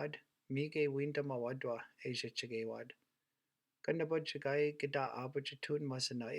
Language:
Chippewa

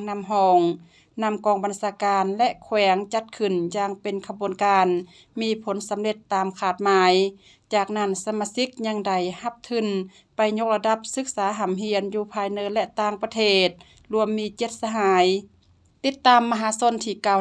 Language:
Lao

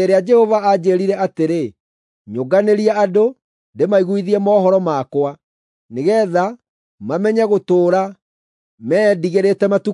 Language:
Kikuyu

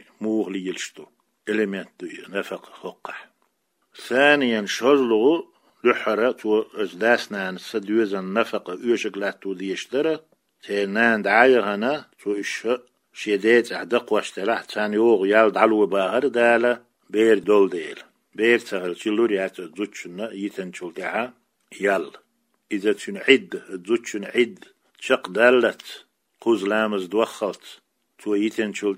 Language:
Chechen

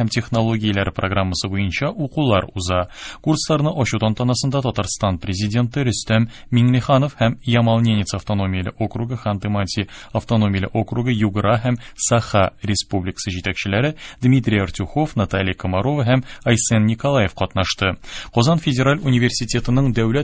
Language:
Tatar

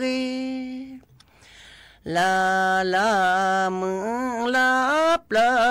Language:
S'gaw Karen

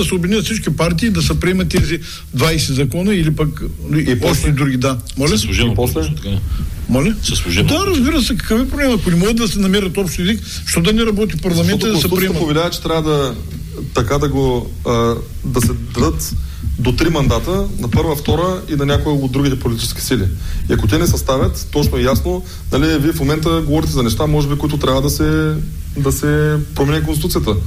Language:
Bulgarian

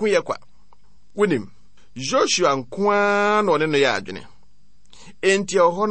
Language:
Akan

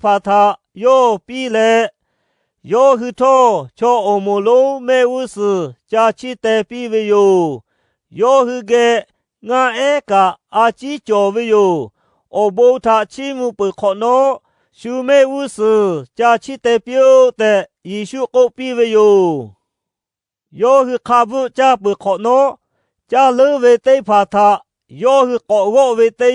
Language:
Lahu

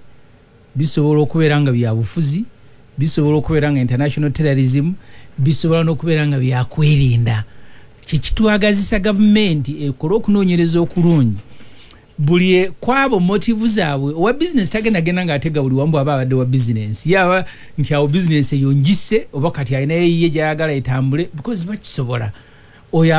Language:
Ganda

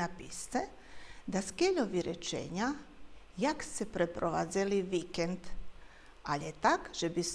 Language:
Rusyn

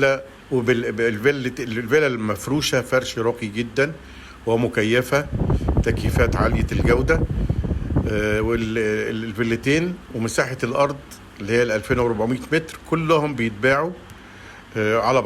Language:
Egyptian Arabic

